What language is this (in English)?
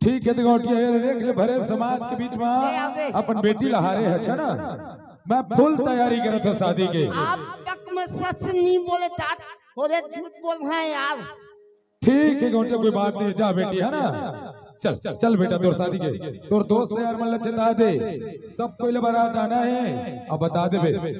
Chhattisgarhi